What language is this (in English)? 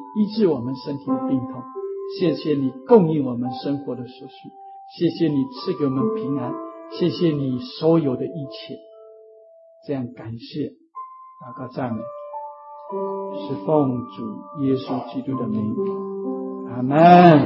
Chinese